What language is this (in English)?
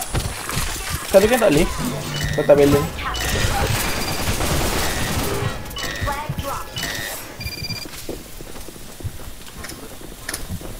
Malay